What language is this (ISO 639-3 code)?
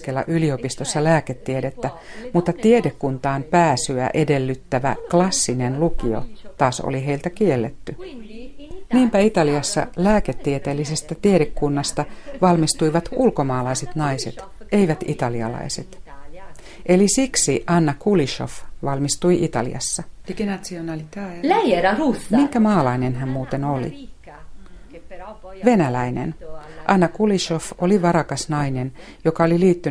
fin